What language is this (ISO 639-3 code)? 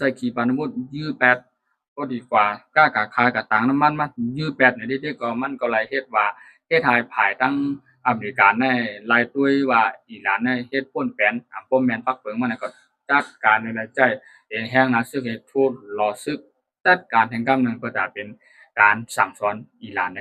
shn